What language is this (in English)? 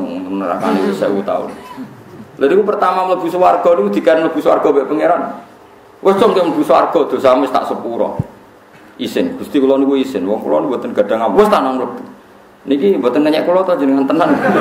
Javanese